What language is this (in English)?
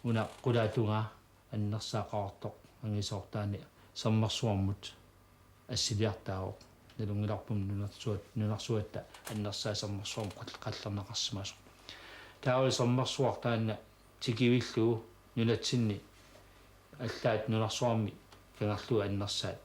Kalaallisut